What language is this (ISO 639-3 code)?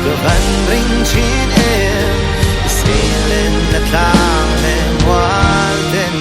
lus